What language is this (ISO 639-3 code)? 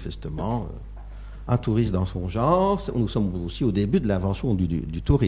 fra